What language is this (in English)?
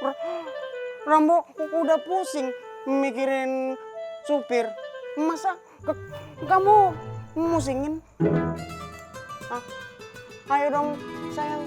Betawi